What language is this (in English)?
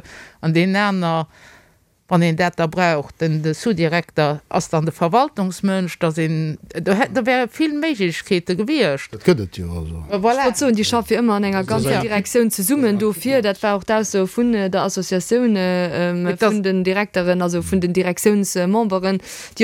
Luxembourgish